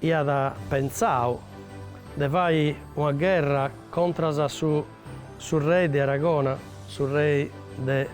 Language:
Sardinian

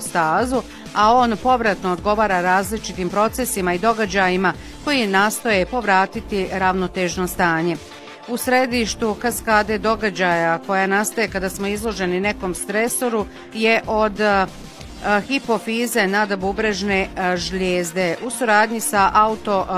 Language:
Bosnian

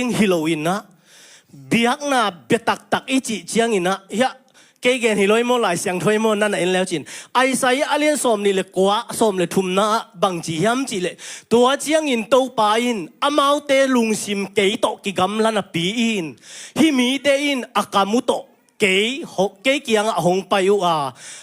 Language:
Tedim Chin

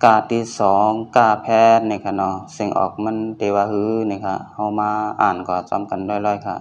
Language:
Shan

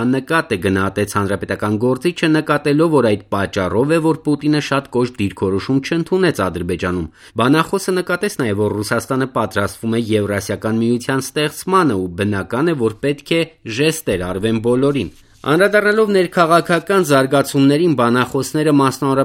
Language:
Armenian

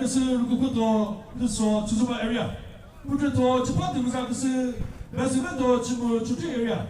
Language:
Chokri Naga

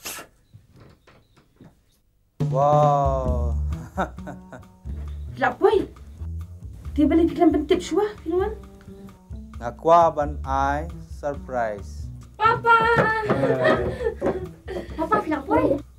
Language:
Khasi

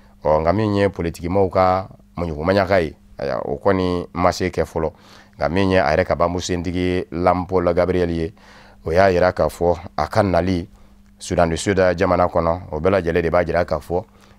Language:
Bambara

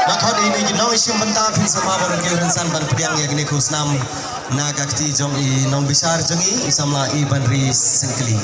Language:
Khasi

